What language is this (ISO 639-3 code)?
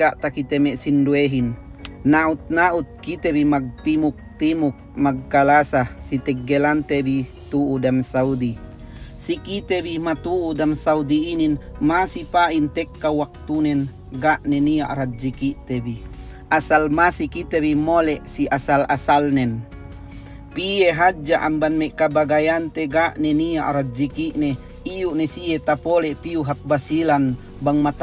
yka